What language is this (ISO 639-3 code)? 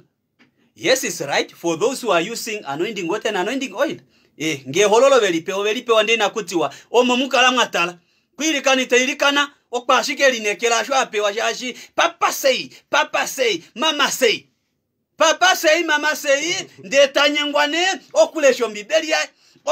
kua